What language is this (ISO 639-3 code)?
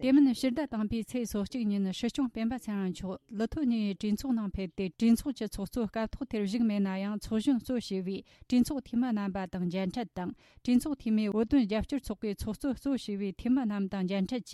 bod